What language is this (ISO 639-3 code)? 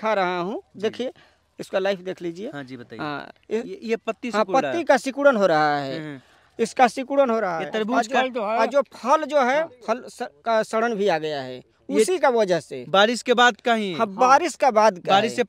hin